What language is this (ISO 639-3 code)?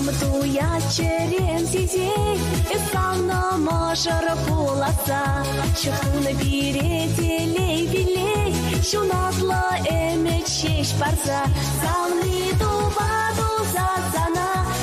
chv